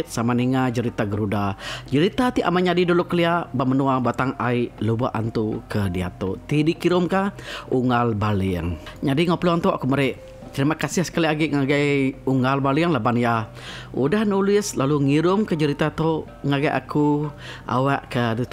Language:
Iban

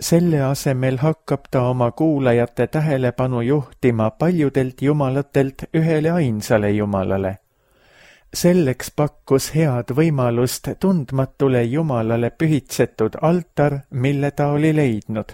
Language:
Estonian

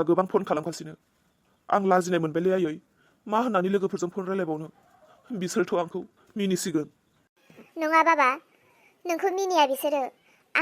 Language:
Bodo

